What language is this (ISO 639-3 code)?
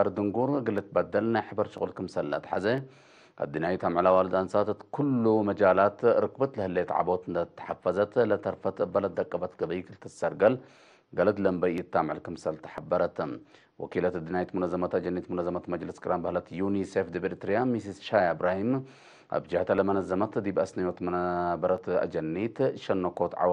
tig